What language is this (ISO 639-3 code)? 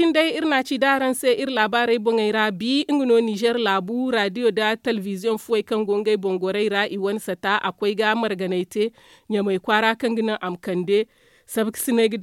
dje